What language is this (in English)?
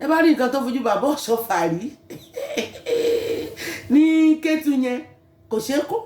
Yoruba